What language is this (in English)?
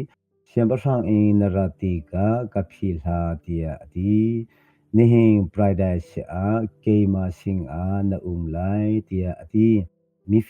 Hakha Chin